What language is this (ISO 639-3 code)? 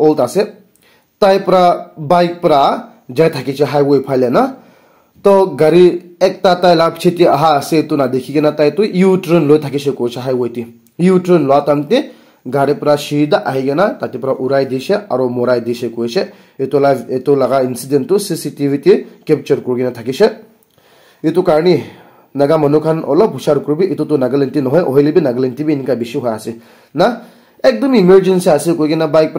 nag